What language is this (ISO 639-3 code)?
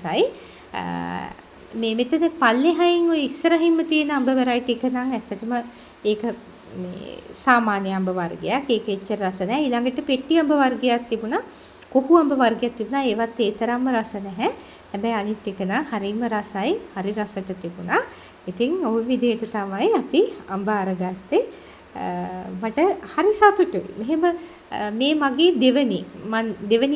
sin